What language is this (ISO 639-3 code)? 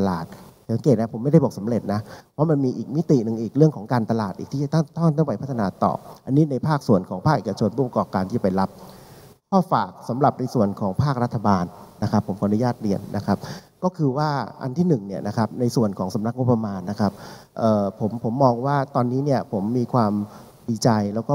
tha